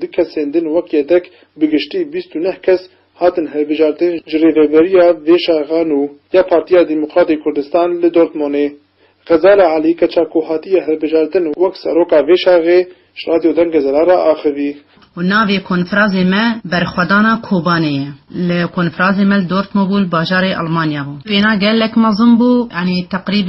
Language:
Kurdish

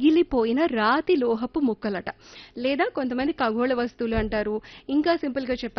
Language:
Telugu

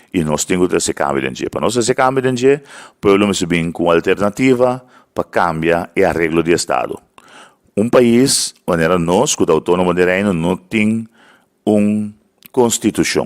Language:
Papiamento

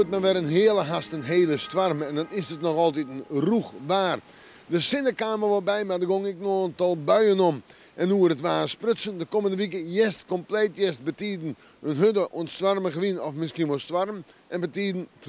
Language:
Western Frisian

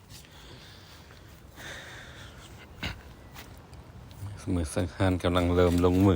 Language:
Lao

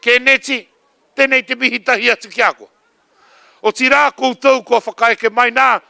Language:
Māori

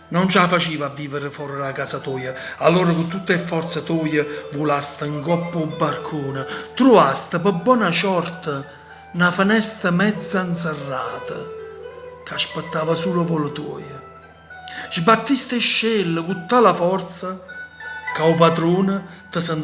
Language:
Neapolitan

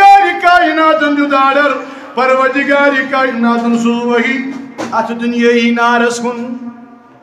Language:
Kashmiri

